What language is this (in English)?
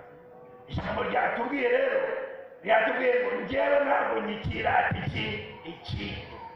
Kinyarwanda